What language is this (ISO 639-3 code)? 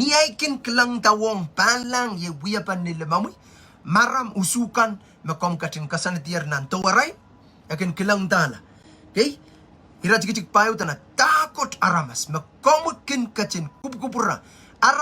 pon